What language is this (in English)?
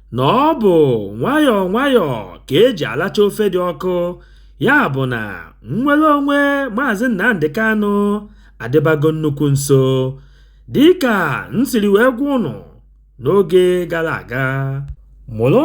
Igbo